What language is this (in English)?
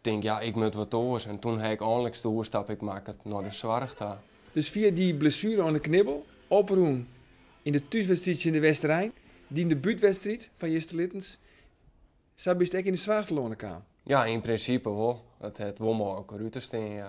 Western Frisian